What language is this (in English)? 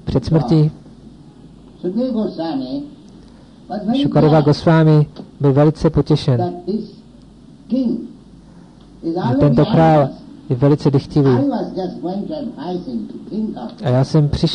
Czech